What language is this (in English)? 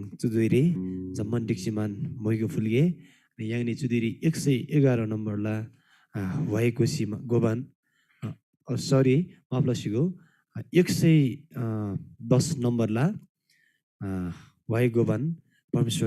Eastern Tamang